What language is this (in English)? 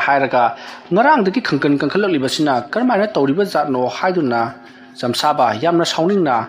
Manipuri